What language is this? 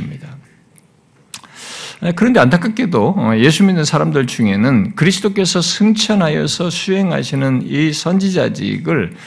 Korean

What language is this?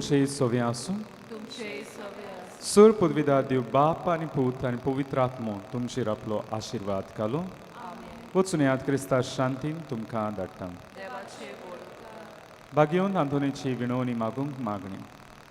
Konkani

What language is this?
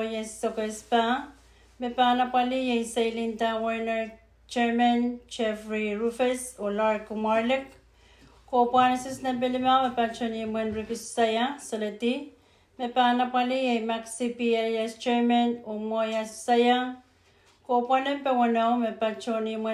Pohnpeian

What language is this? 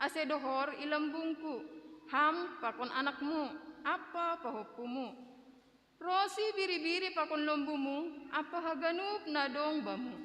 Batak Simalungun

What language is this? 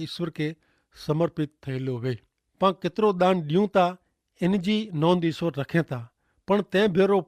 Kachhi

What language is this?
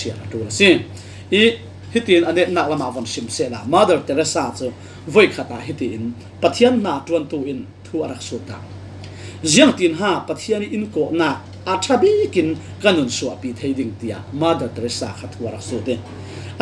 Falam Chin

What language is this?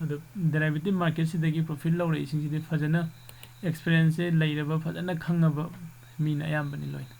Manipuri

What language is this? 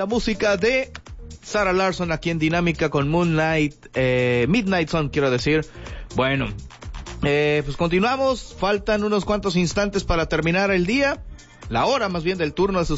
Spanish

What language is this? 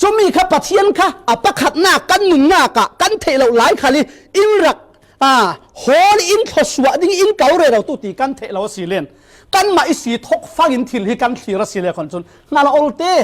Falam Chin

